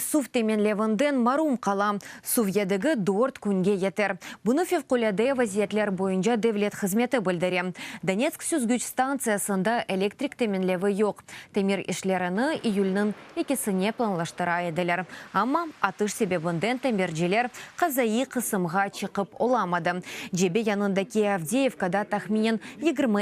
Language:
Crimean Tatar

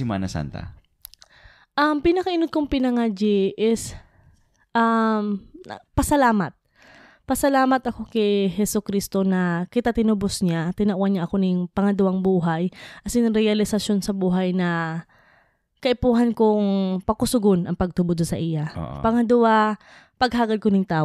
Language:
Bikol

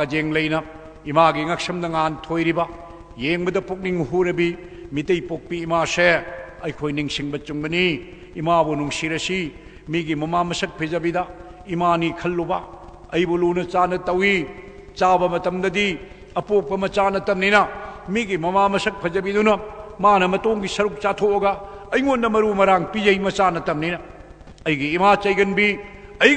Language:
Manipuri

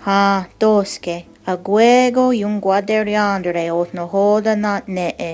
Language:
Mohawk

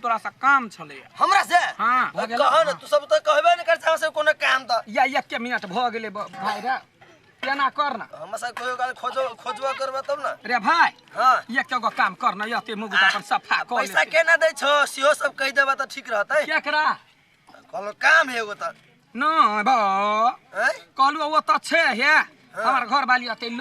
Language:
Maithili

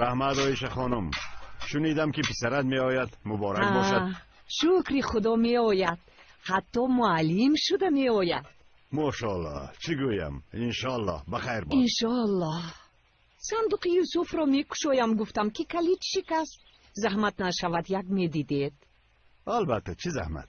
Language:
Tajik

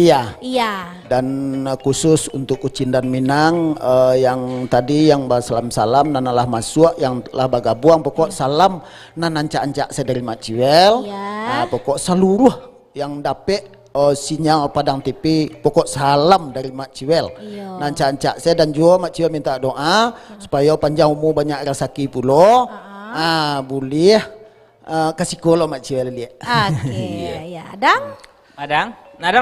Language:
Minangkabau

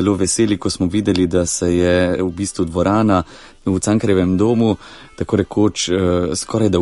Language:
Slovenian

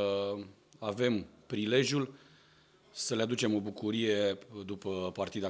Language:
Romanian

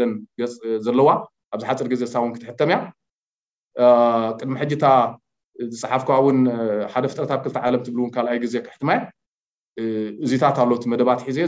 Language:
Tigrinya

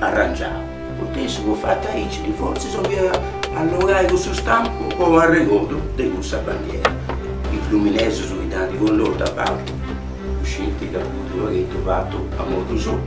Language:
Sardinian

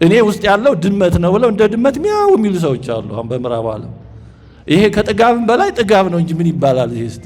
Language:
Amharic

